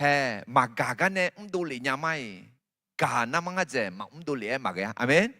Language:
Akha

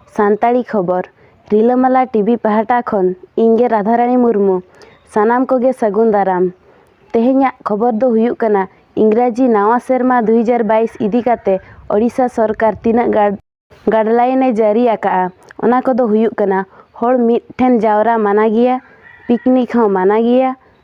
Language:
Santali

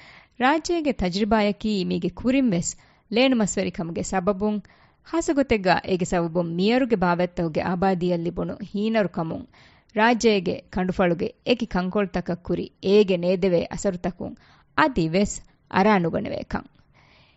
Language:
Divehi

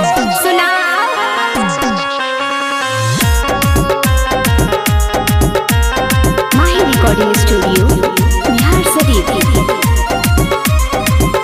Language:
Magahi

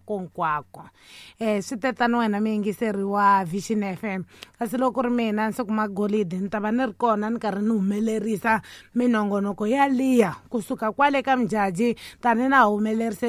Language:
Tsonga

